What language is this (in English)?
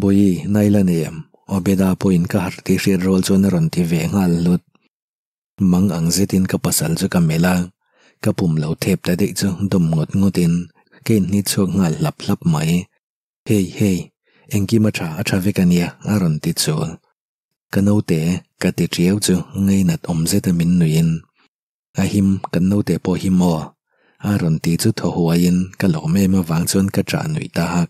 Mizo